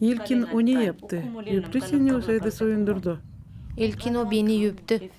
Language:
Gagauz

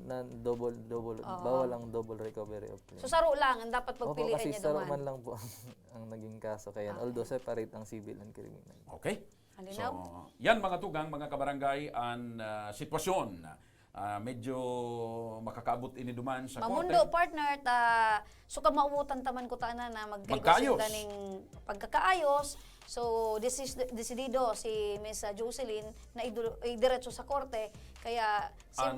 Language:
Bikol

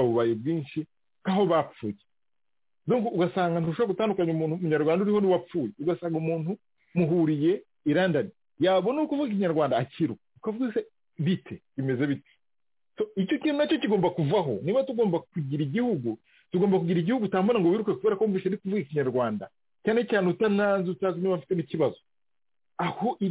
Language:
Kinyarwanda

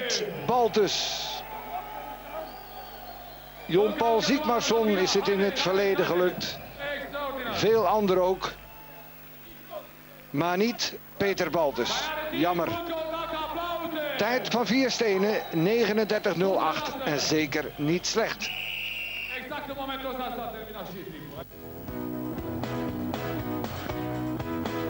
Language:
Dutch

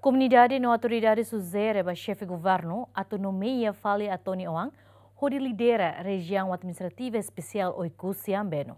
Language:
Tetum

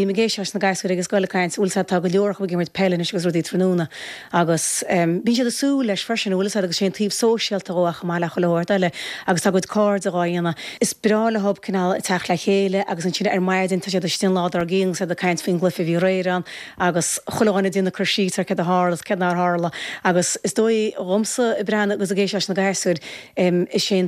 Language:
Irish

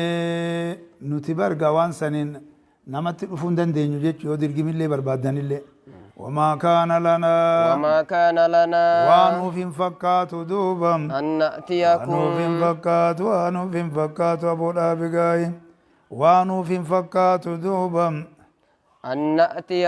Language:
Oromo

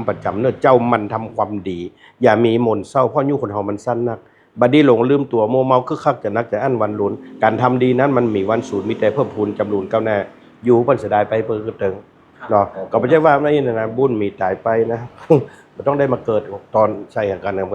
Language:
Northeastern Thai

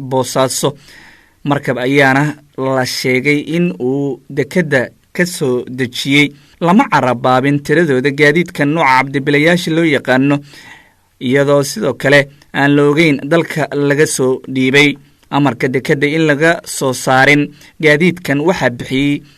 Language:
Somali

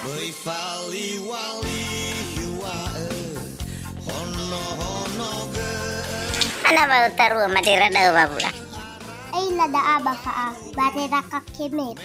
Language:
Nias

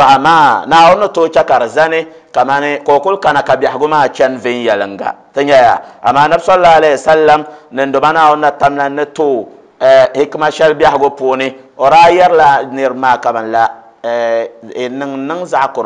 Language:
Dagbani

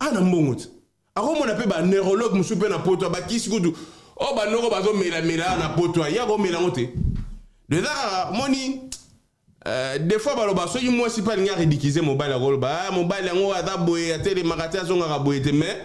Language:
Lingala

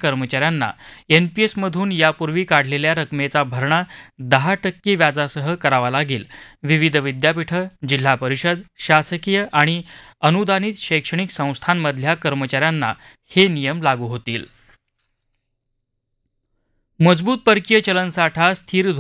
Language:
Marathi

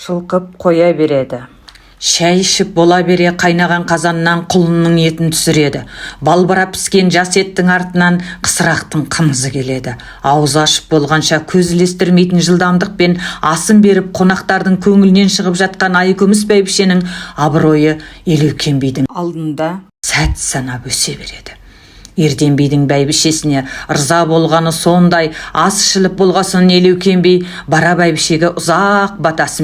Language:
Kazakh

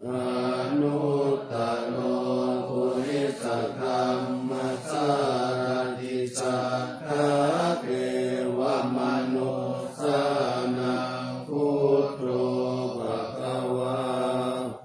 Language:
Pali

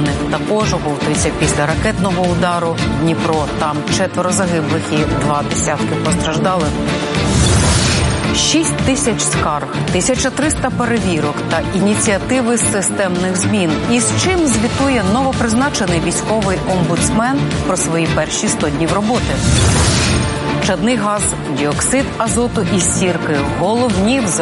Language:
Ukrainian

